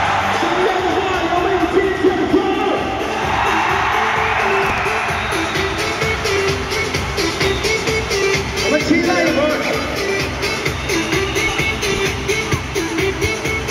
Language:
Chinese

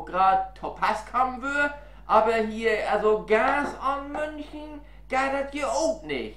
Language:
Low German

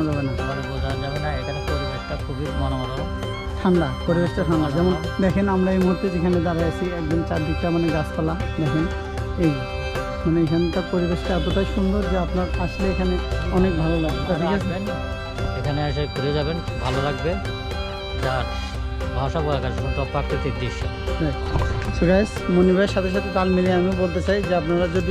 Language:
Bangla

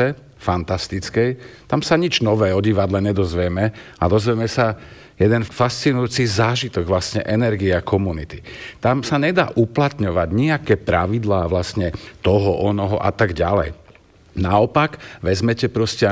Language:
Slovak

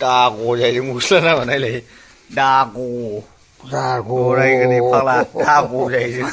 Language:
Bodo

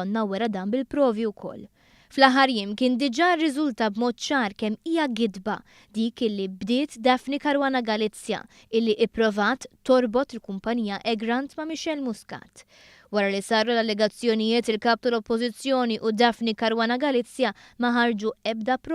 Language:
Maltese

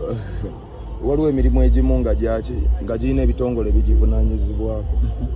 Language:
Ganda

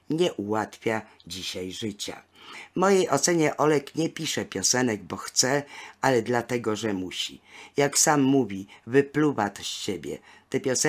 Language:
Polish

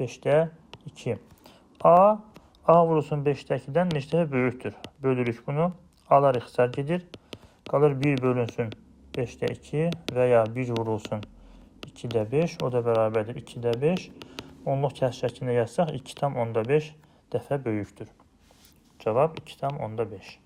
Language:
Azerbaijani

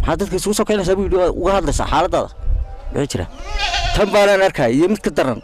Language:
Somali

